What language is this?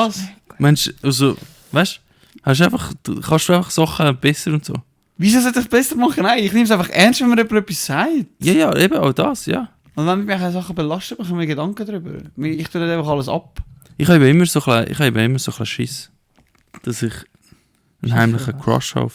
Swiss German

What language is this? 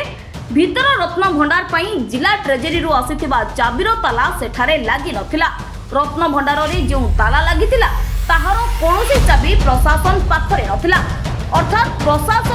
Odia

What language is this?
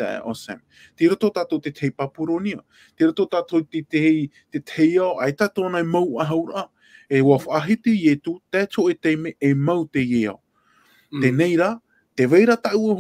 Tahitian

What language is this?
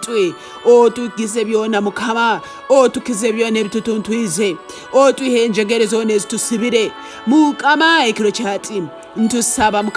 Tooro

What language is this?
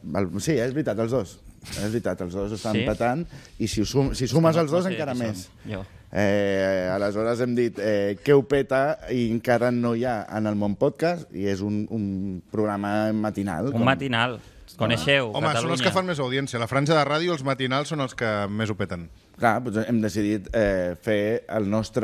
Catalan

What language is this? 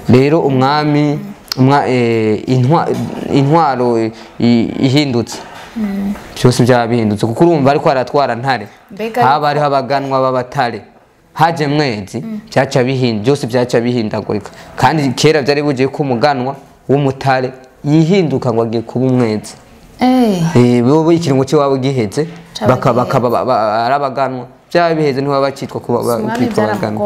Rundi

